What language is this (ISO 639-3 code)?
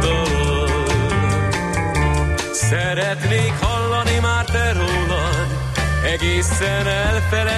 hun